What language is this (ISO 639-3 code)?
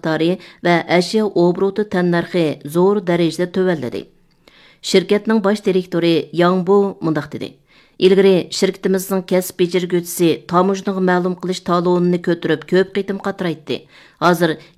uig